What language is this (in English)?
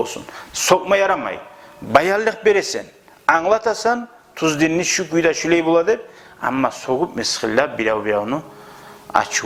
Kumyk